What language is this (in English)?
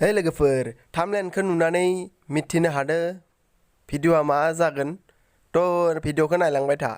Bodo